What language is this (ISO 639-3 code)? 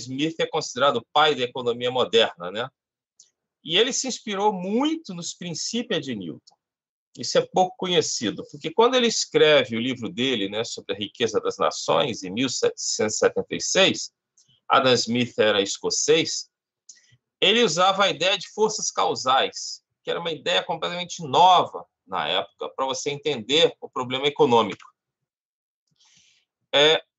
por